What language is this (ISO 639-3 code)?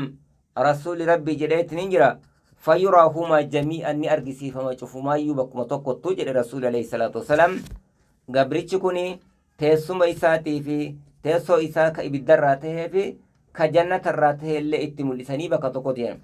orm